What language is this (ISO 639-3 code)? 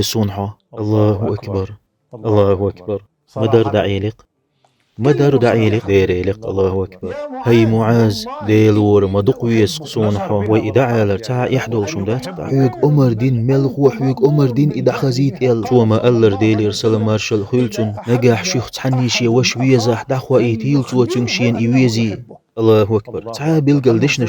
che